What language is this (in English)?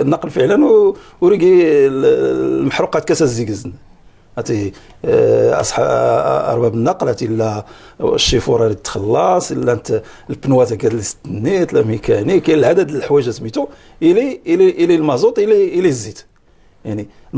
Moroccan Arabic